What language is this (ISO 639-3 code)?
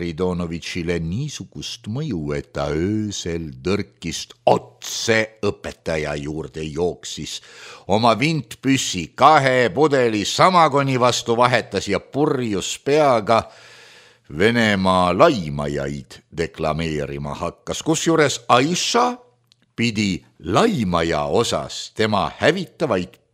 est